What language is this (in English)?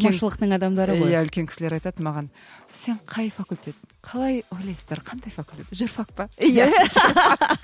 Kazakh